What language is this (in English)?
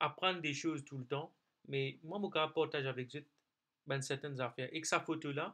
Morisyen